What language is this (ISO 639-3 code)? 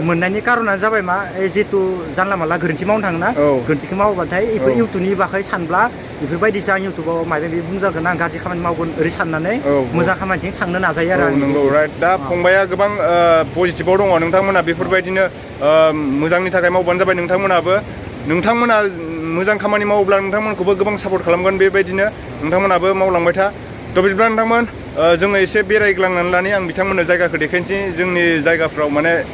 brx